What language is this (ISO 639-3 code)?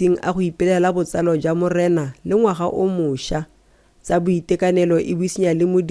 tsn